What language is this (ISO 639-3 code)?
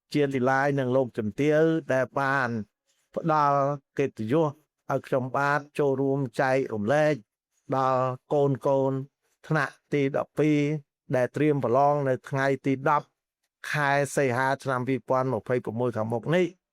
khm